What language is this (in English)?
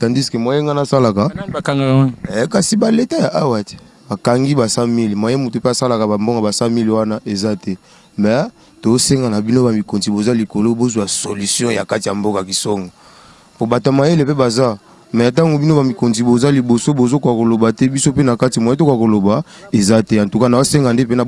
Lingala